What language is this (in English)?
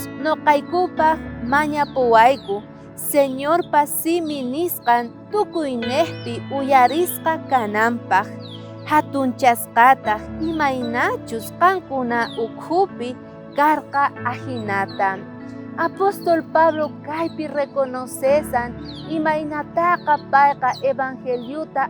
South Bolivian Quechua